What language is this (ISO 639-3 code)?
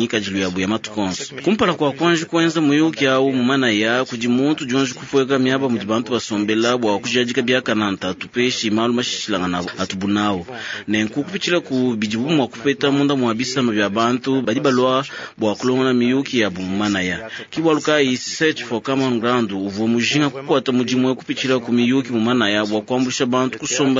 lua